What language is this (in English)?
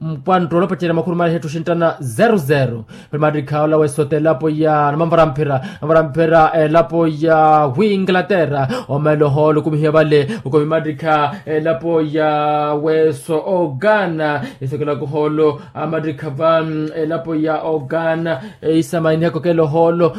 Makhuwa